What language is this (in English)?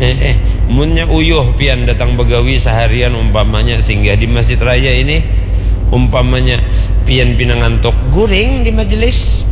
Banjar